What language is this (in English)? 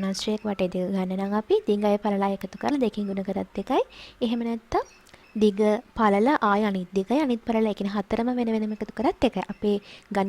Sinhala